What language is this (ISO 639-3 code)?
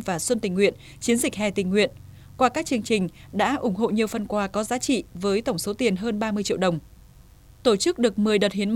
vie